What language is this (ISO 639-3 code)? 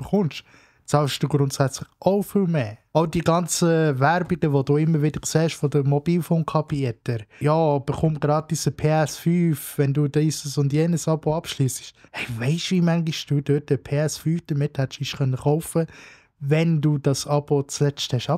gsw